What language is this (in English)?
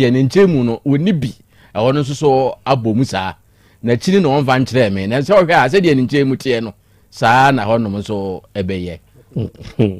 Akan